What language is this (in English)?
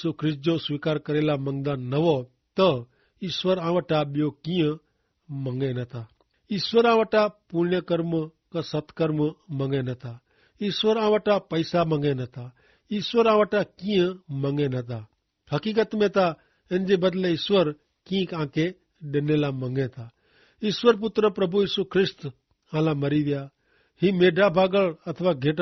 Kachhi